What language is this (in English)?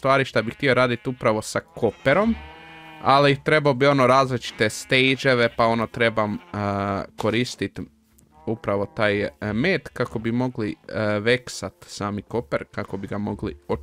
Croatian